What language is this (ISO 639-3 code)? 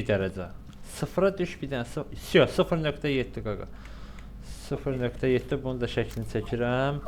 aze